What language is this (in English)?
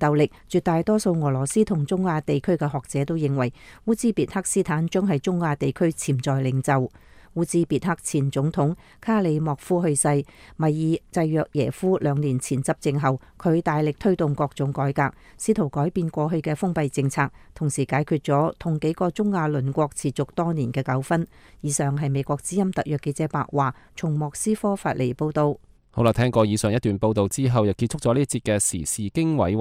Cantonese